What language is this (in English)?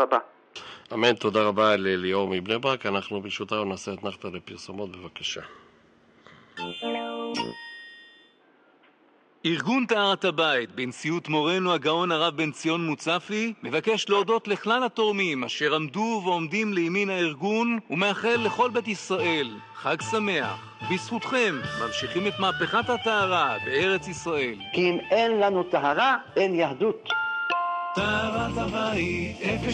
Hebrew